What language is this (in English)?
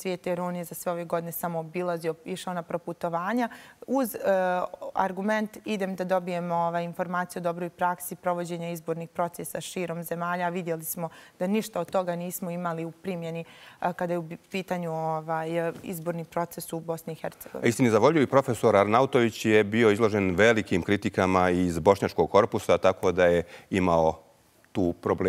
Bosnian